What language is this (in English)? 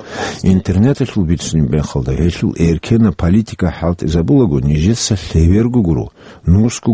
Avaric